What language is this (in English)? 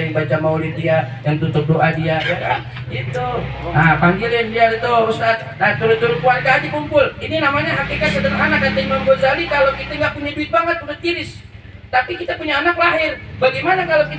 Betawi